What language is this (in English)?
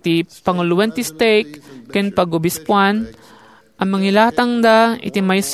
Iloko